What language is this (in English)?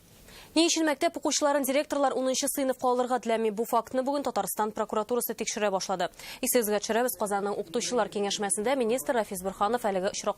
Tatar